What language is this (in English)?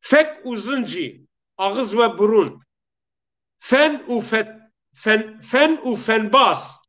Zaza